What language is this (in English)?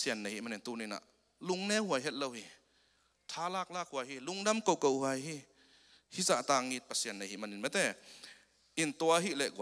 Tedim Chin